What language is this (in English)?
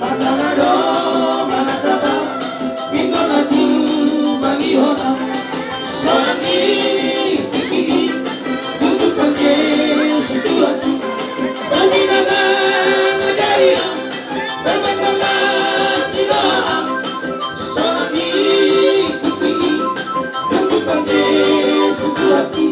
Batak Toba